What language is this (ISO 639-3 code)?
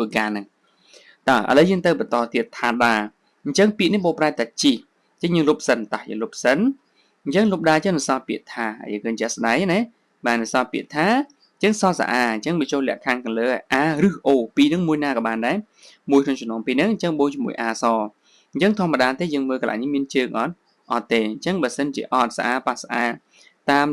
khm